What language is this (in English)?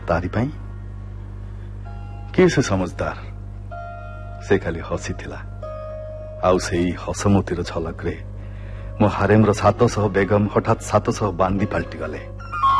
Odia